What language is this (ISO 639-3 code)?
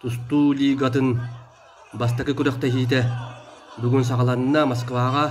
sah